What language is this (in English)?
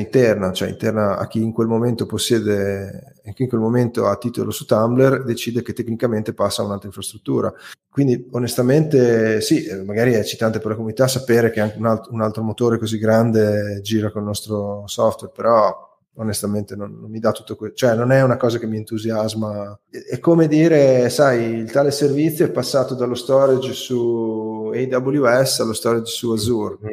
Italian